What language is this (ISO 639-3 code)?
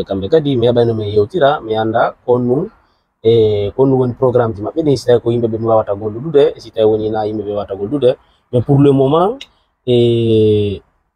ful